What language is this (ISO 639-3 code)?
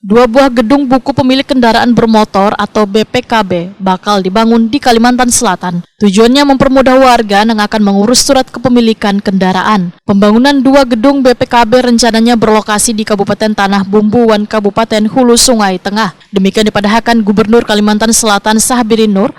bjn